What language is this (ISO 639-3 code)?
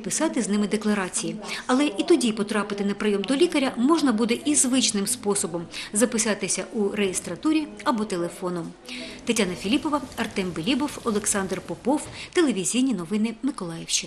ukr